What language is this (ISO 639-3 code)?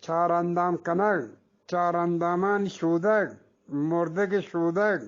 bgp